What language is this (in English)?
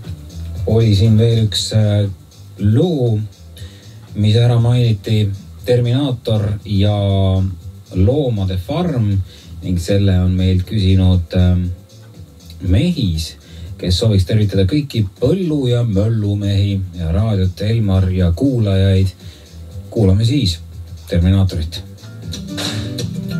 Estonian